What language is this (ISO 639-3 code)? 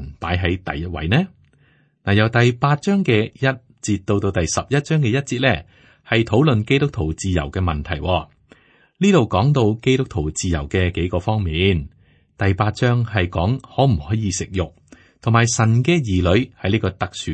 yue